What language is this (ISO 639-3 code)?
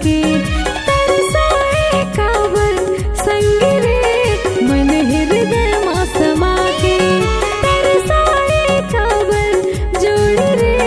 hne